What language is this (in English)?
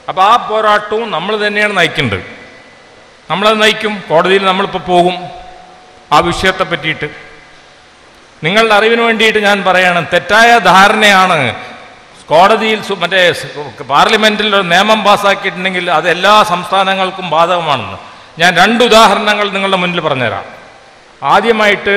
Malayalam